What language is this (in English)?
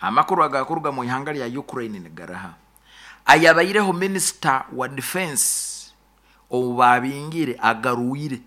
Nyoro